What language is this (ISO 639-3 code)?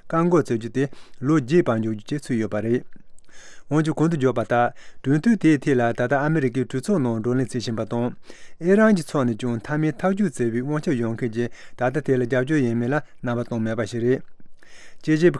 bod